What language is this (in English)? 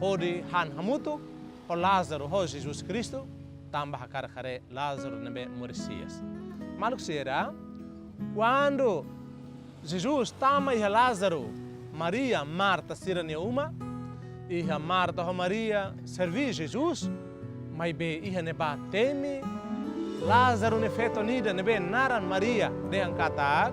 Tetum